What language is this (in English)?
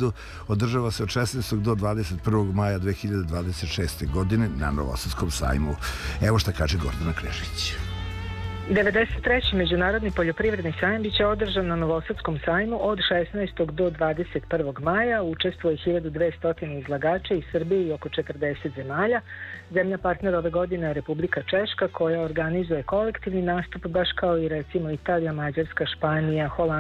Serbian